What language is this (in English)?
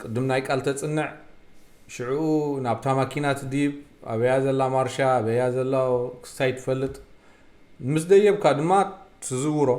Tigrinya